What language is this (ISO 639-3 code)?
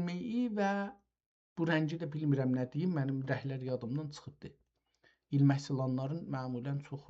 azb